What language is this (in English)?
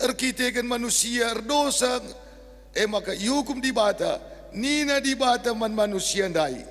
Batak Karo